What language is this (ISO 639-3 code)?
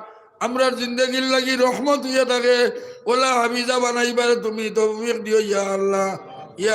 syl